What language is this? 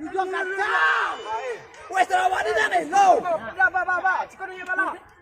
Minangkabau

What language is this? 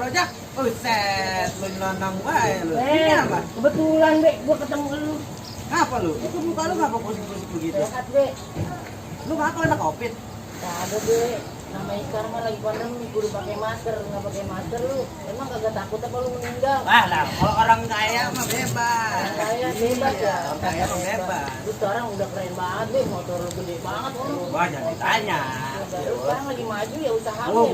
Betawi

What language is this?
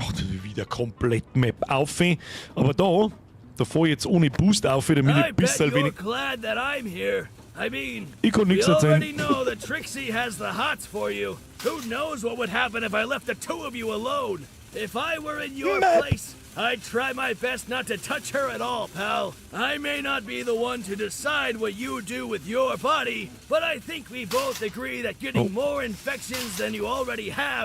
Bavarian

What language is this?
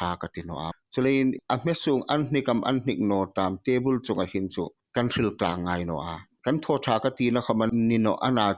Hmar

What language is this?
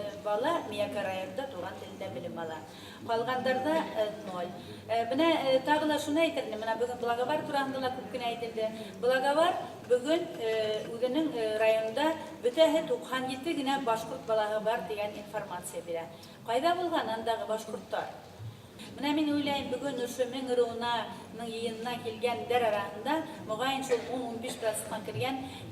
Bashkir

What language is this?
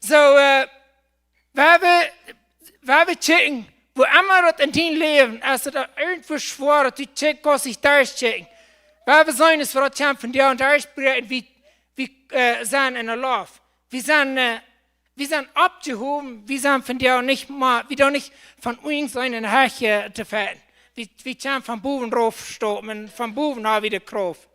Plautdietsch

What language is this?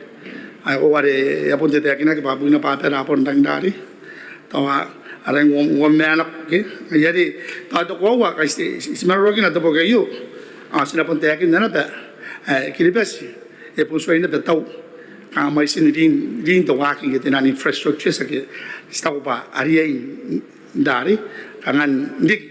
Gilbertese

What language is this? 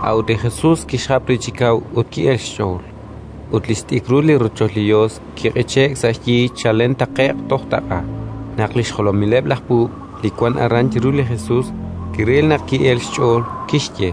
Kekchí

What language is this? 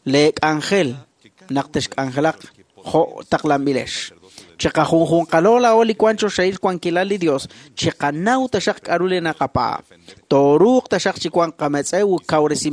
Kekchí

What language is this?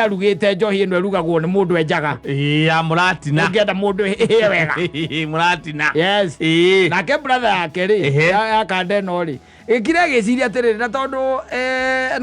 Kikuyu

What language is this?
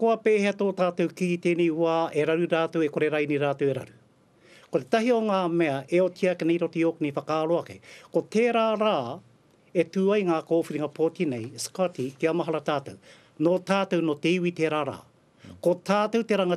Māori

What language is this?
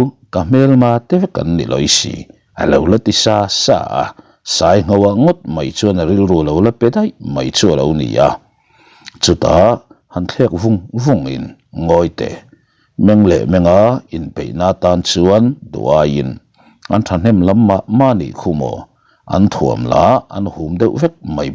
Mizo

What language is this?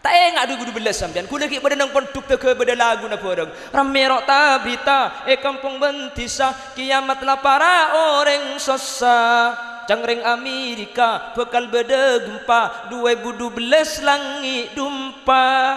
Madurese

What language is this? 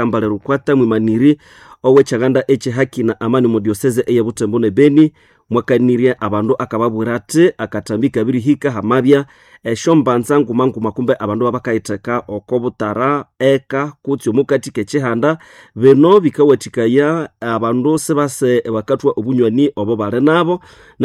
Nande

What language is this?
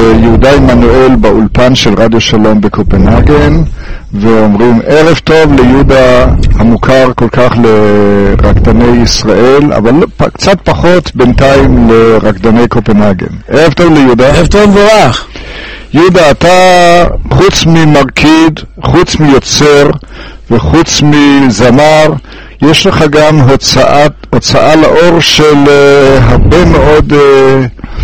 Hebrew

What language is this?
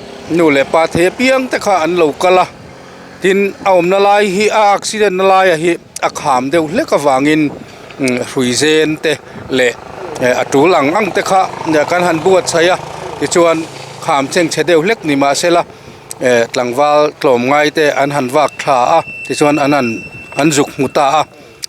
Mizo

